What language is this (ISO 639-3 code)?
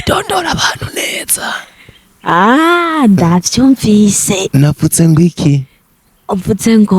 run